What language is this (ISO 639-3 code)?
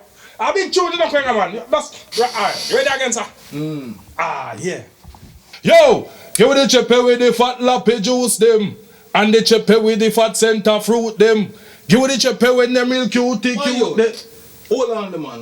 jam